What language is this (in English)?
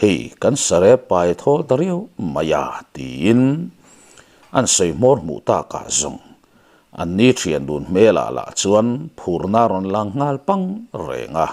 Mizo